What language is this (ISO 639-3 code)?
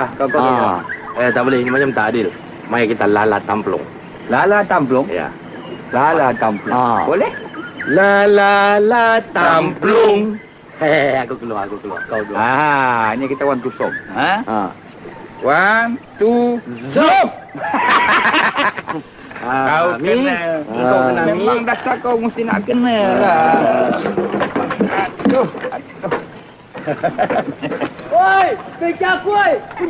msa